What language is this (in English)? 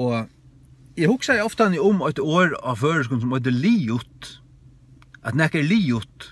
Faroese